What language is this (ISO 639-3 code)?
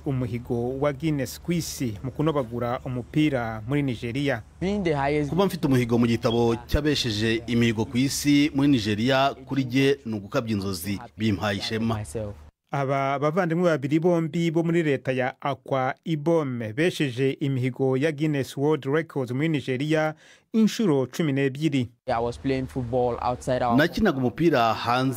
kin